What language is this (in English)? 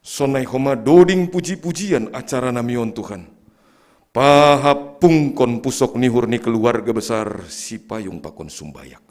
Batak Simalungun